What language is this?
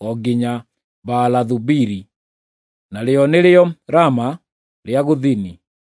Kikuyu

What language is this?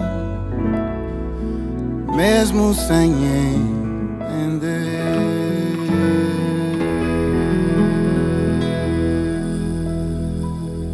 Portuguese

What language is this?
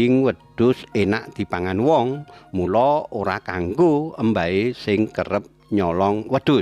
Javanese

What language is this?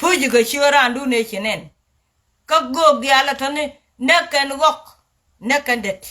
Nuer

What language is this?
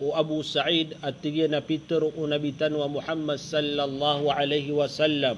Maranao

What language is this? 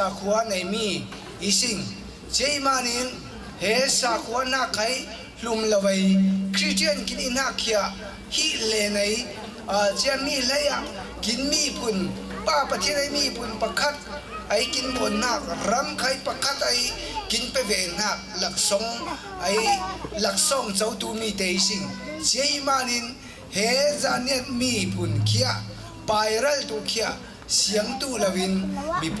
Falam Chin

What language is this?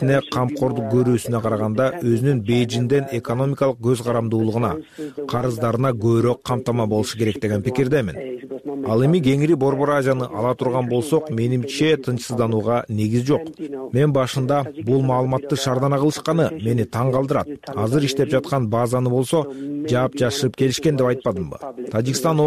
Kyrgyz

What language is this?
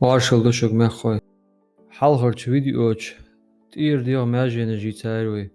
Ingush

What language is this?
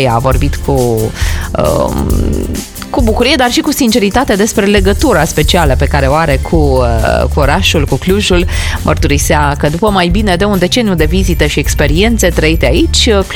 Romanian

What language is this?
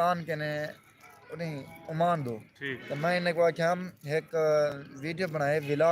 Saraiki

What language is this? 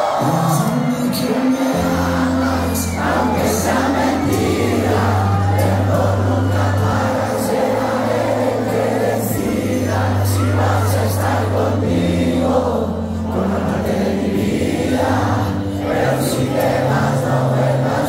Spanish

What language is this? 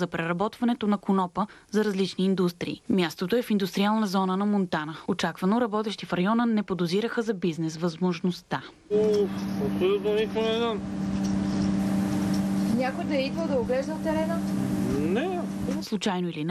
Bulgarian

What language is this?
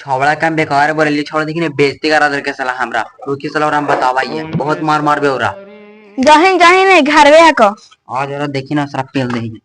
Magahi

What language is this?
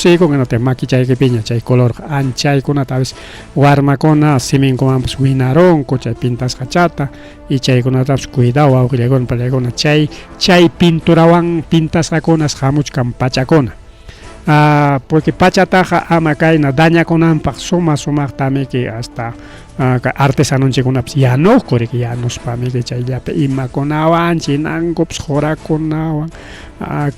Ayacucho Quechua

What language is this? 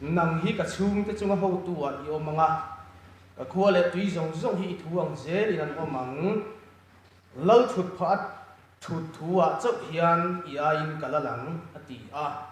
Mizo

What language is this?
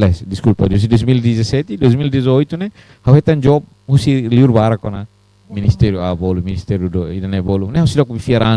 Tetum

